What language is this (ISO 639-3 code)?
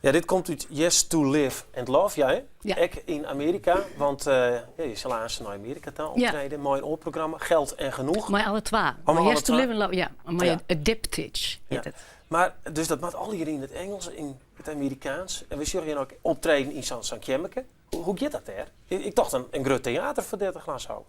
fry